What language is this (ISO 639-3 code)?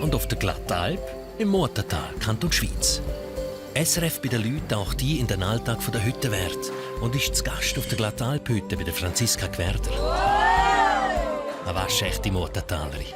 gsw